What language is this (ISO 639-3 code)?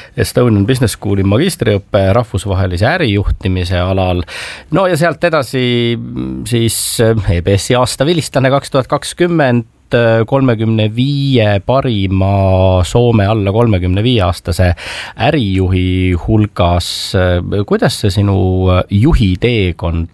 est